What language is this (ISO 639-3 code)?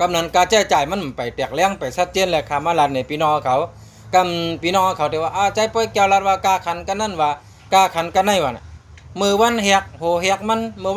shn